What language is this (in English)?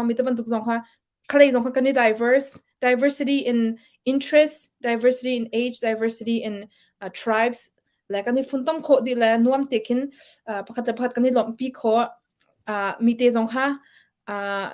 Hakha Chin